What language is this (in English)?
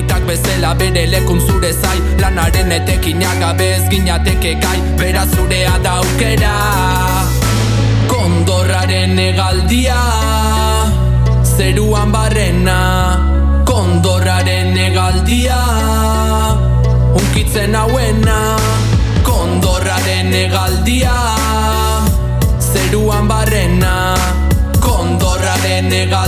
Basque